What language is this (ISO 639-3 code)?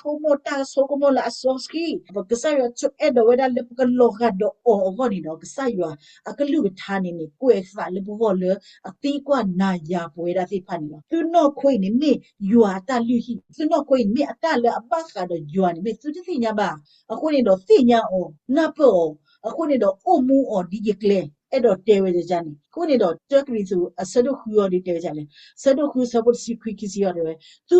ksw